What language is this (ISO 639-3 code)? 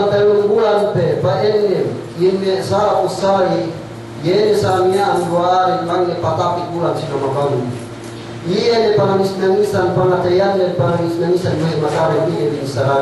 yka